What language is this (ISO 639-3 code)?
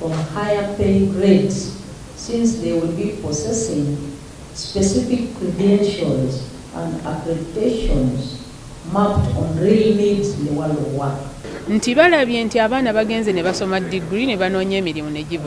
lug